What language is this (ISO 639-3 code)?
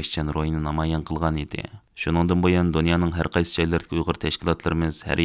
uig